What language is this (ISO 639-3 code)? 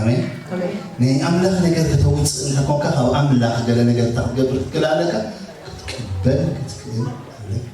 tir